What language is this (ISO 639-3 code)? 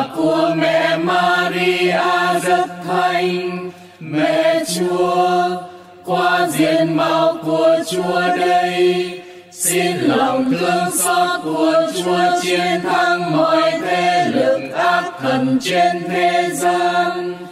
vie